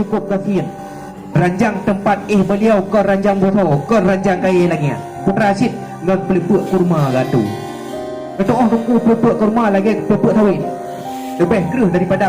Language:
Achinese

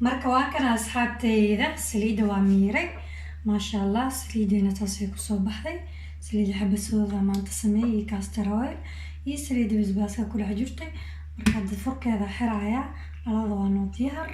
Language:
Somali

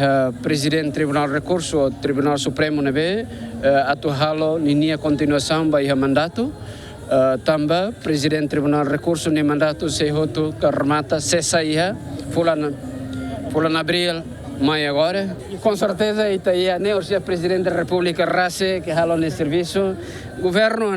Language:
Tetum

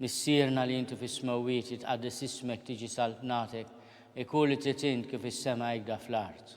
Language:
Maltese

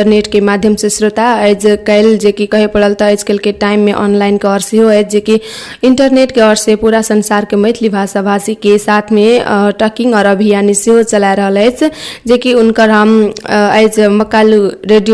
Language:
Maithili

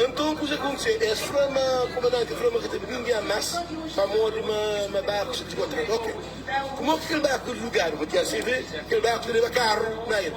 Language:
Kabuverdianu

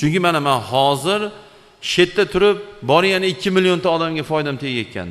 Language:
Uzbek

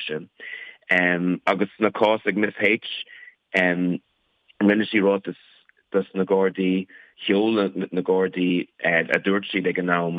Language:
Irish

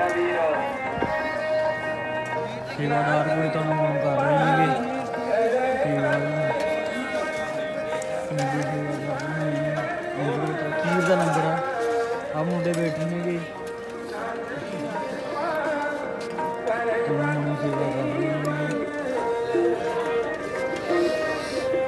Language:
Punjabi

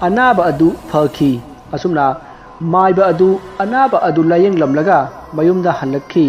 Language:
Manipuri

